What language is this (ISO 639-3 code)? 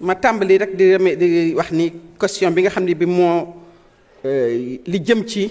wol